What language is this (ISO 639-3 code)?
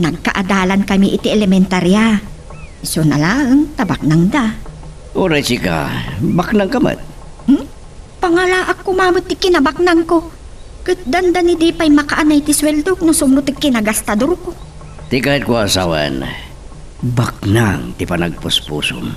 ilo